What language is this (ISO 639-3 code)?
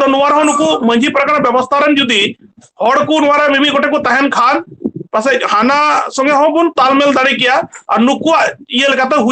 sat